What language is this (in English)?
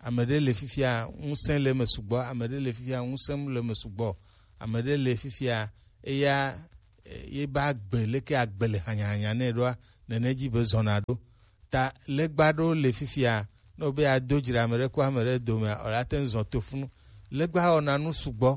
Gen